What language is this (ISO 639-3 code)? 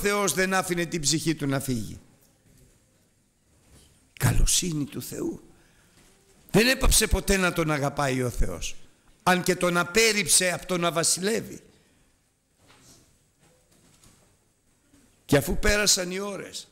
ell